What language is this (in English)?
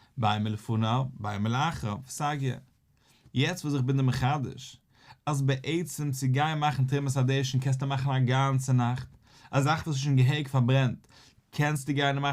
Yiddish